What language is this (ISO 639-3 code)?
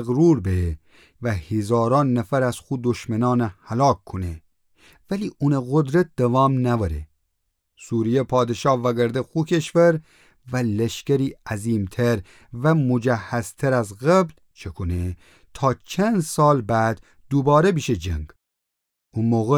glk